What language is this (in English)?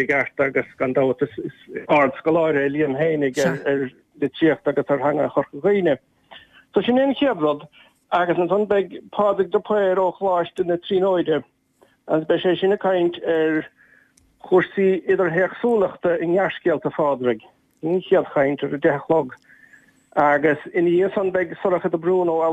Irish